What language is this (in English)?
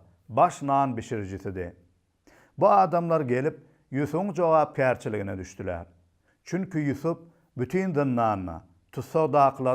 Turkmen